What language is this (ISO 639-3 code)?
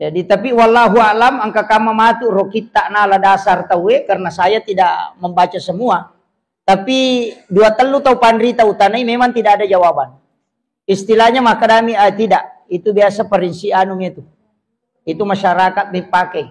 bug